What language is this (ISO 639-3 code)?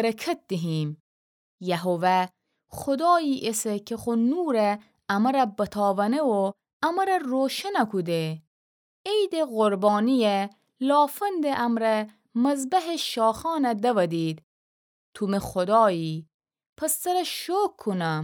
glk